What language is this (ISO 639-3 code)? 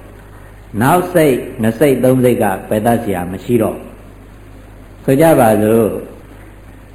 mya